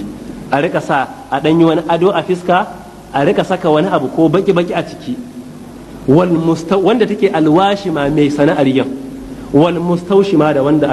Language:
Hausa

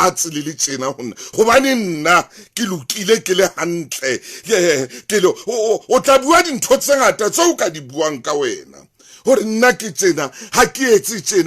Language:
Southern Sotho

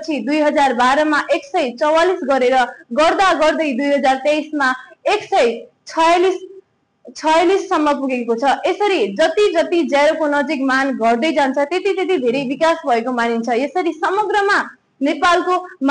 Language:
Nepali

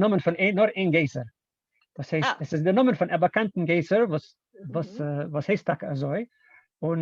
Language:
Yiddish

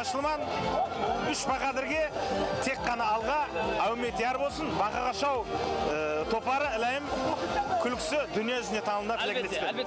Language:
Kara-Kalpak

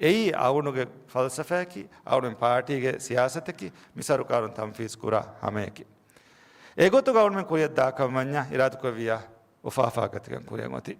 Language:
Divehi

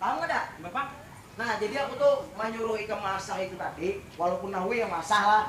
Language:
Banjar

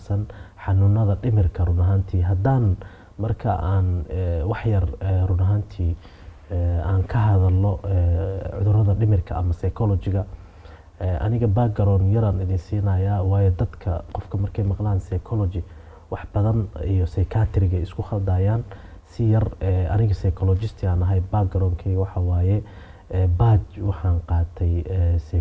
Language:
Somali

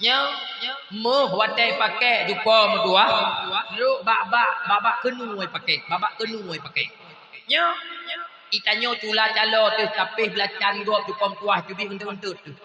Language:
Achinese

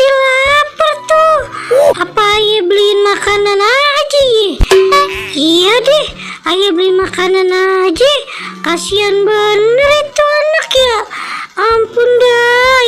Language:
Betawi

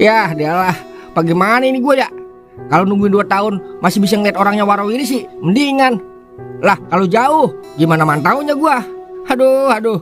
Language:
Betawi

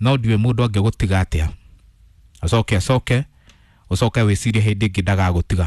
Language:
Kikuyu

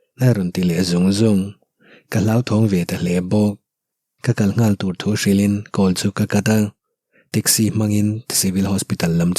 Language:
Mizo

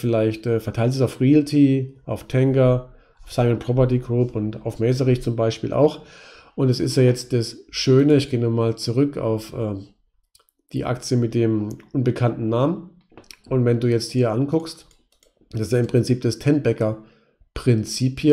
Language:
German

